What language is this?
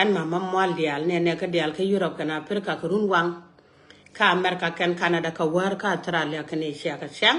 Nuer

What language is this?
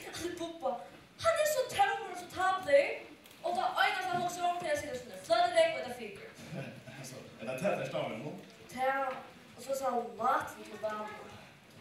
Faroese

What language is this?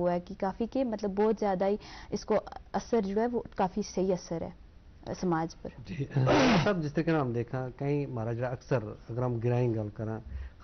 Gujari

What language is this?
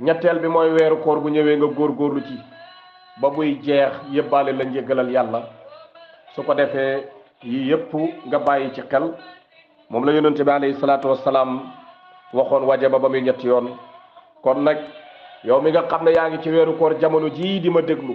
Wolof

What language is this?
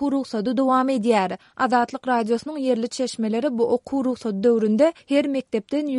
Turkmen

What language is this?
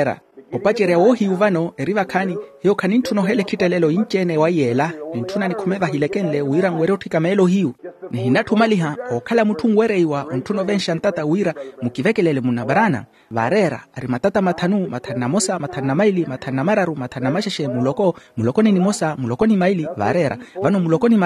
Makhuwa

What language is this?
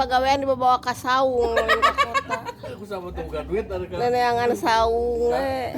Sundanese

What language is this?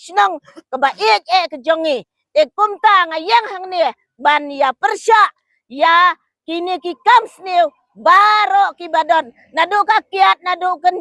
Khasi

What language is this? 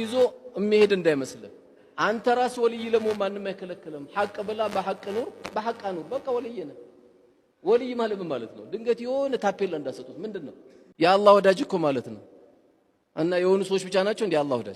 Amharic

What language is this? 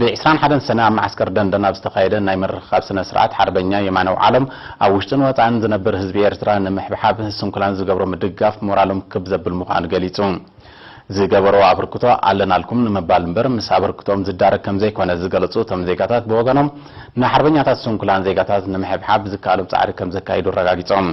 Tigrinya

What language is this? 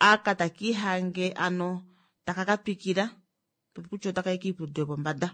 Kuanyama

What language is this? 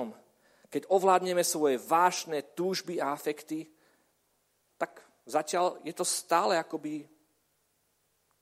Slovak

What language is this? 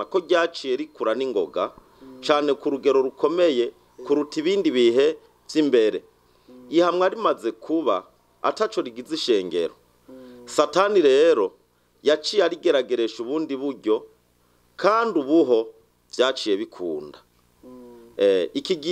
Rundi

